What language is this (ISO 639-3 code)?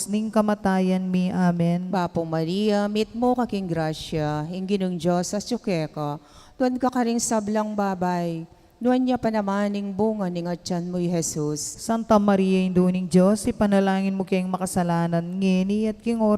pam